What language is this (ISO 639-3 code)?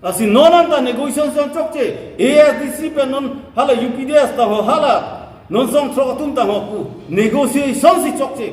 mjw